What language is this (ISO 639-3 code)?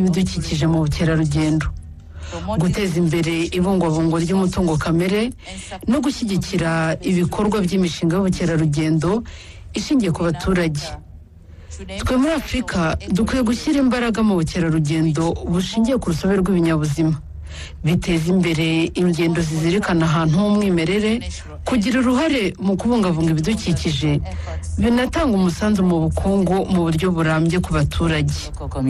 kin